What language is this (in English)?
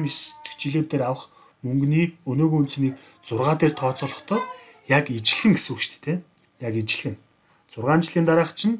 Mongolian